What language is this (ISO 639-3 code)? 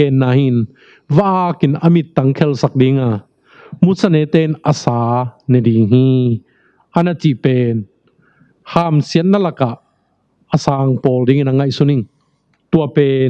ctd